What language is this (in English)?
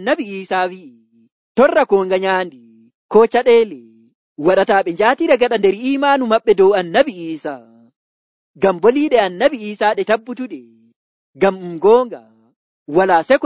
Nigerian Fulfulde